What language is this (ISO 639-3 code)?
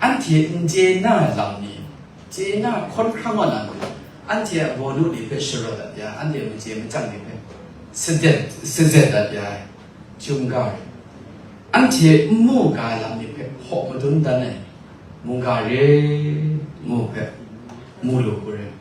kac